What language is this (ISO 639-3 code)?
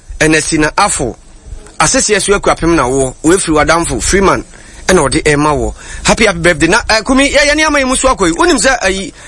aka